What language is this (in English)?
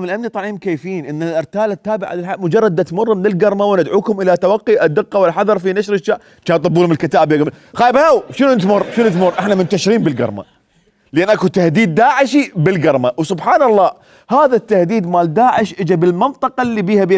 Mesopotamian Arabic